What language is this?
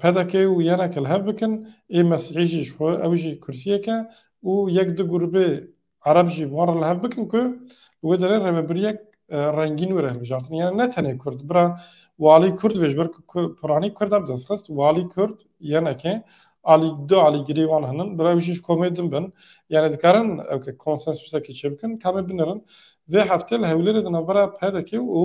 Kurdish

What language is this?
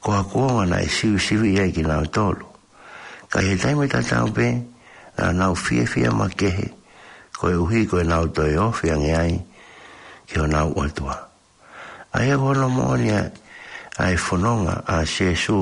Tongan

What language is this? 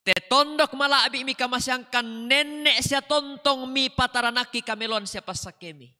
Toraja-Sa'dan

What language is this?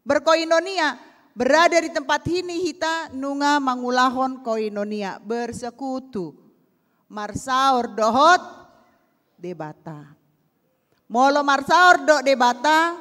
Batak Toba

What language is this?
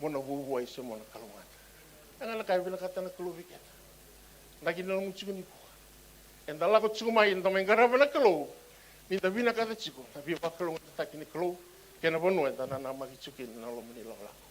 Fijian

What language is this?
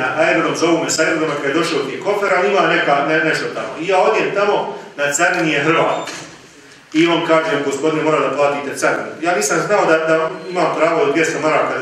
Bosnian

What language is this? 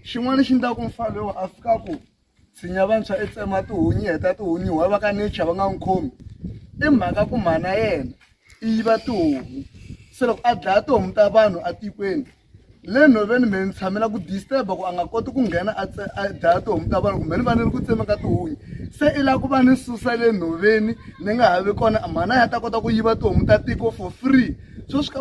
Tsonga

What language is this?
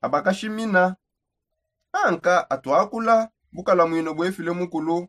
Songe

